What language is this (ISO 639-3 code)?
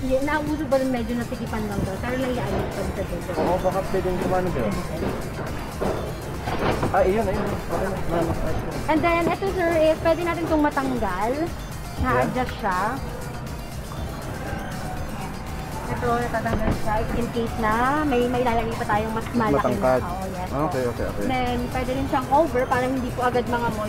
fil